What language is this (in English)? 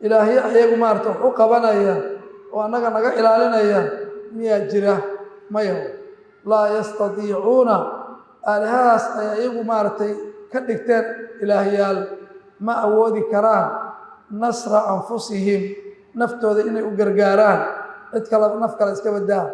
Somali